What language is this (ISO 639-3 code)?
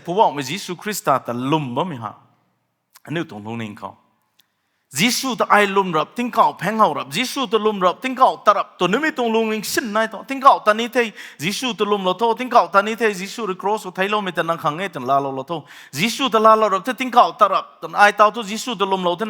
nbu